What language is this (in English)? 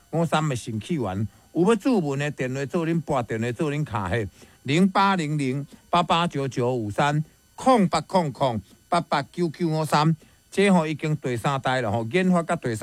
Min Nan Chinese